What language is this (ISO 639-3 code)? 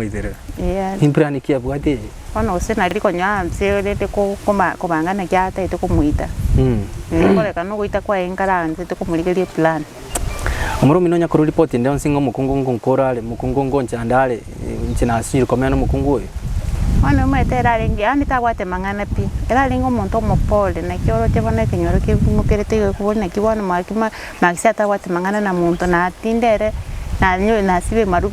guz